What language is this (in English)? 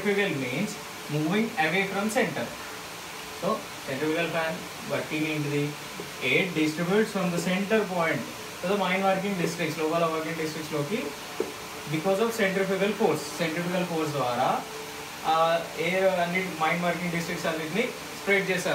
Telugu